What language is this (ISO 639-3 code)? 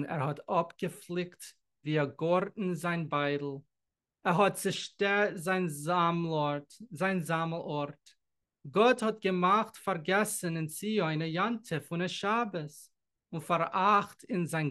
yid